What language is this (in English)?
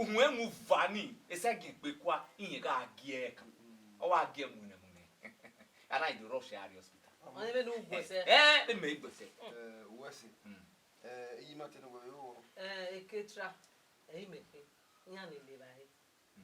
Bini